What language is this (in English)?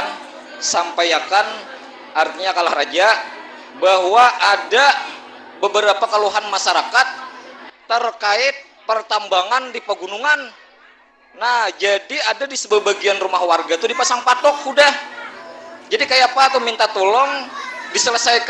Banjar